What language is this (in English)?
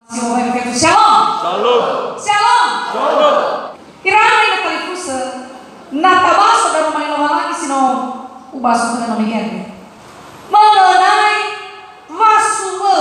Nias